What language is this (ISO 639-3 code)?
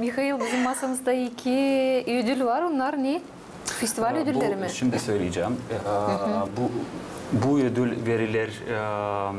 gag